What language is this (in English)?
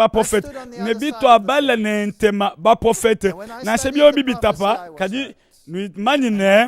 Luba-Lulua